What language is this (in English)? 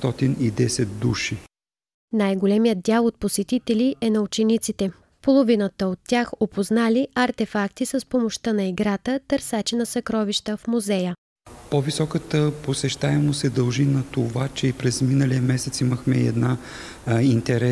Bulgarian